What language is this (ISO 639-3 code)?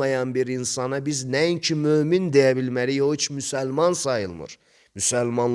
aze